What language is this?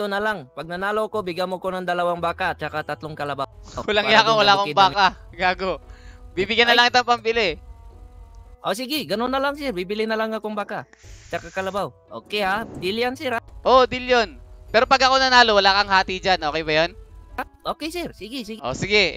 Filipino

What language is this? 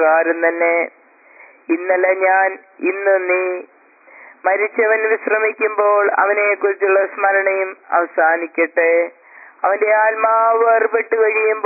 Malayalam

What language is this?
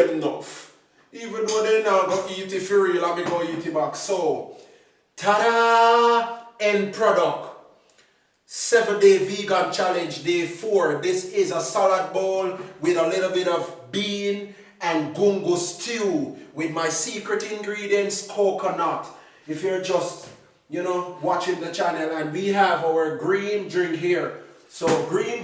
Jamaican Creole English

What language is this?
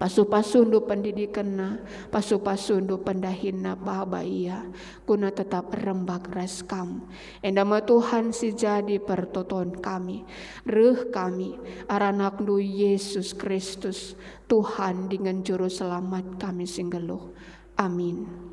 Batak Karo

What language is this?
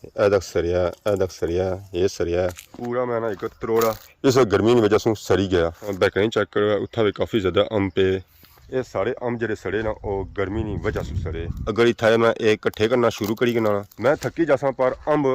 Pahari-Potwari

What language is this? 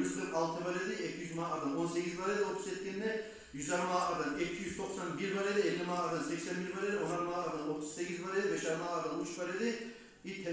Kumyk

